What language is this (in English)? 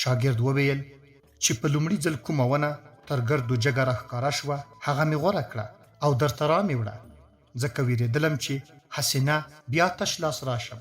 Pashto